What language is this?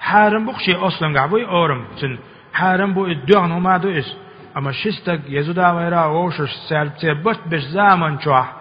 Chechen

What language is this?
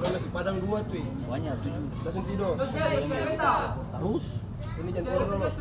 Ambonese Malay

